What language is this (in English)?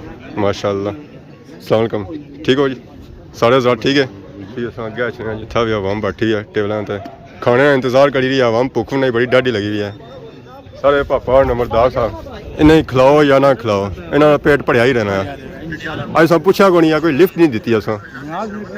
Pahari-Potwari